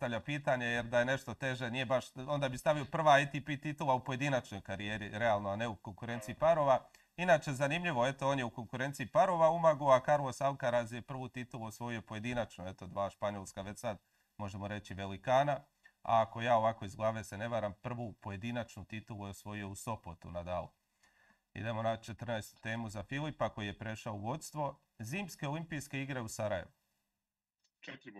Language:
Croatian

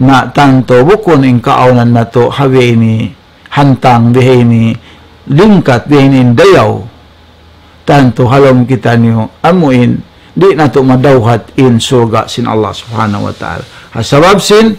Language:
Tausug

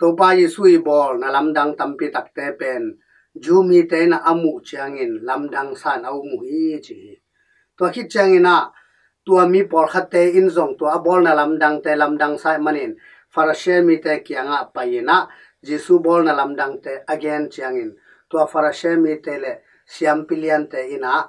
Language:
Tedim Chin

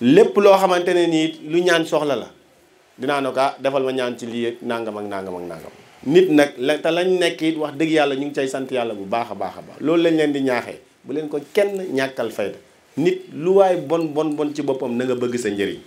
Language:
Wolof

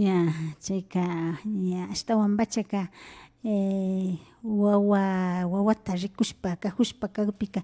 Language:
Imbabura Highland Quichua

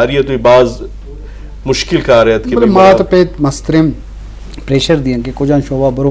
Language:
Eastern Balochi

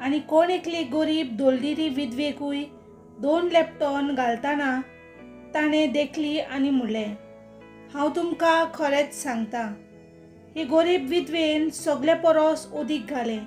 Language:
Konkani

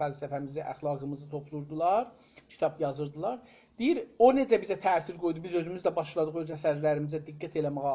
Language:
South Azerbaijani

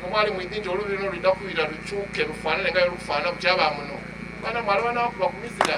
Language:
Soga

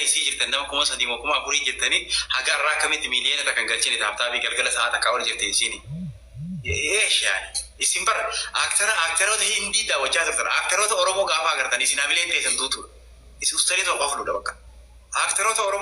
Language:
Oromo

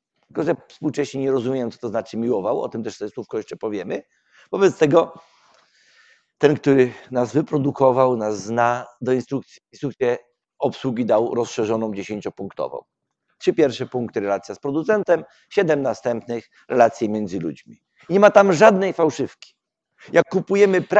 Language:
Polish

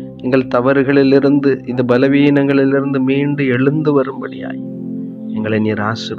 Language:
Tamil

